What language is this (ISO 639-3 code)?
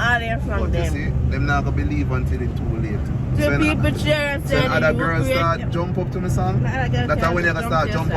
jam